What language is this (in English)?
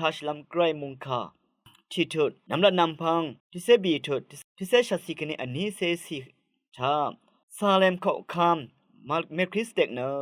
Rawang